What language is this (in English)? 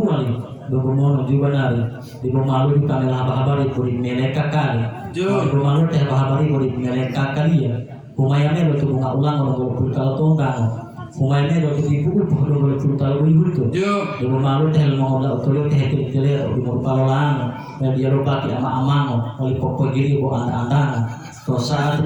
Gorontalo